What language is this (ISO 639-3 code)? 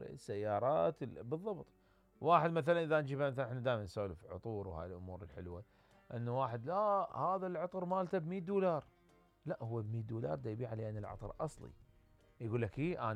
acm